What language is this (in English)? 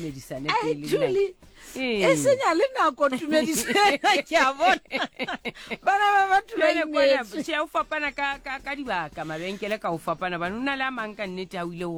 Southern Sotho